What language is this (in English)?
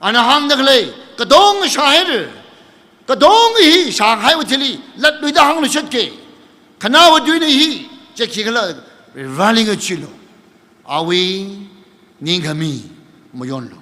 Tangkhul Naga (India)